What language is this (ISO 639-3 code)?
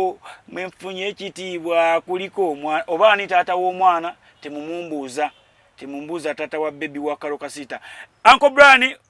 lug